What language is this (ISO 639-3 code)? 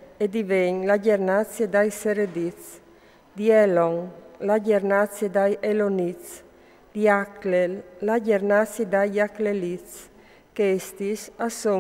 fur